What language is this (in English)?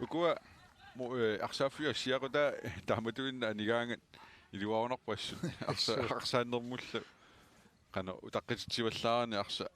Kalaallisut